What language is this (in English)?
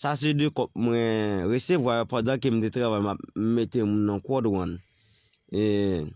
Haitian Creole